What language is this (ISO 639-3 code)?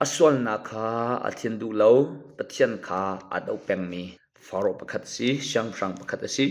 cnh